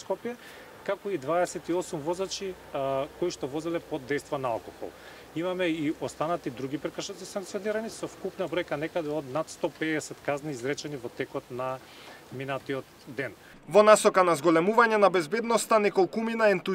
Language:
Macedonian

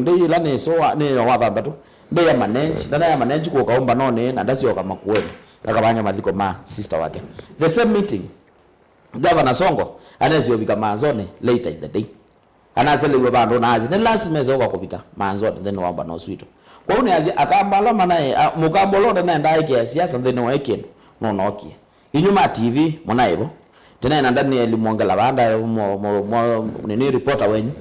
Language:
Kamba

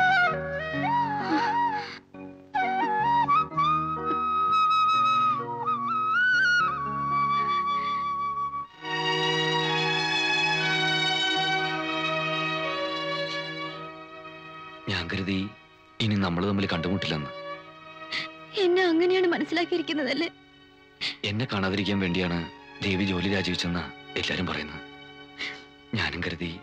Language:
Malayalam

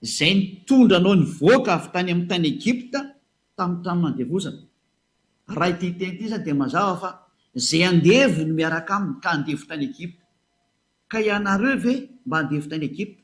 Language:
Malagasy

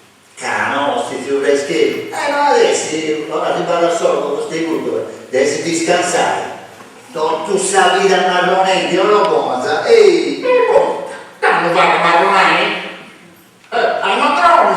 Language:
Sardinian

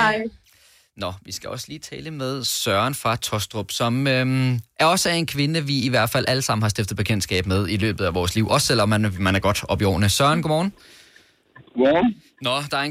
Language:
Danish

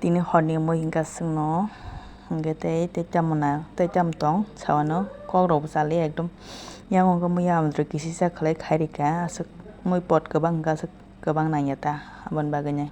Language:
Kok Borok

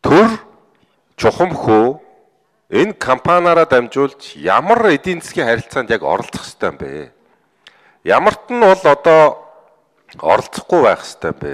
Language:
Mongolian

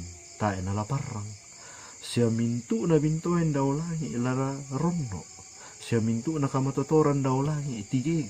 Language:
Toraja-Sa'dan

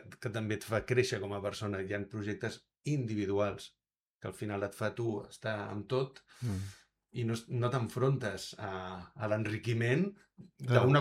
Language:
Catalan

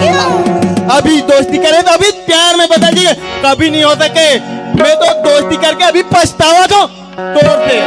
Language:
Chhattisgarhi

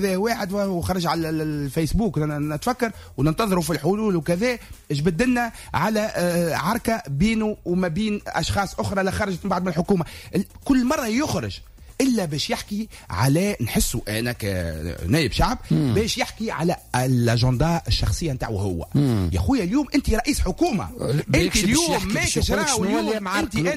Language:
Tunisian Arabic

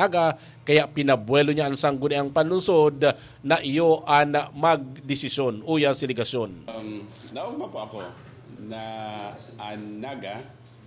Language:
Bikol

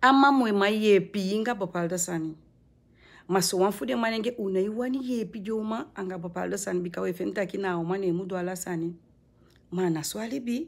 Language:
Sranan Tongo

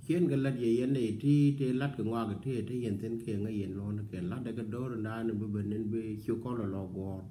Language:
Nuer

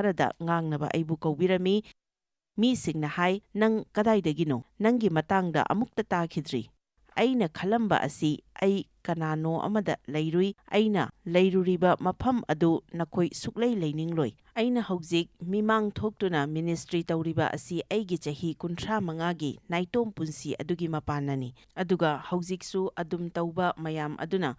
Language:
Manipuri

